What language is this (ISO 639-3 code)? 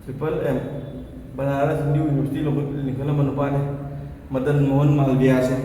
mni